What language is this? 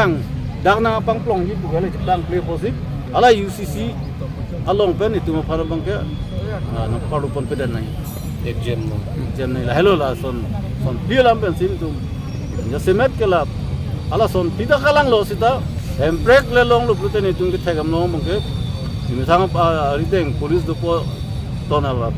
Karbi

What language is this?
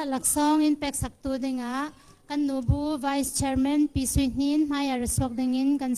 Hakha Chin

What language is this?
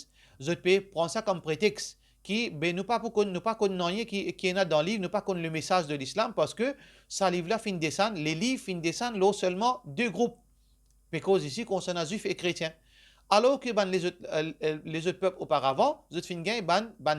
Morisyen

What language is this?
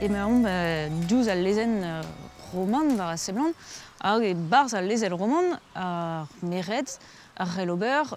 Breton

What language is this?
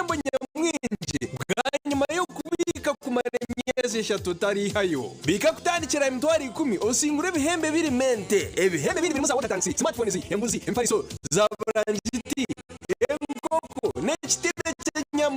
Nyankole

